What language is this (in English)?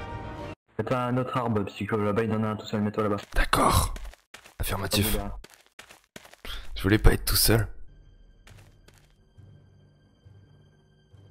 French